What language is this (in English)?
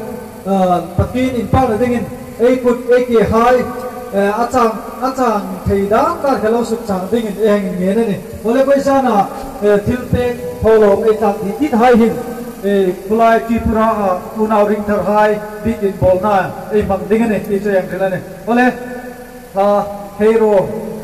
Hmar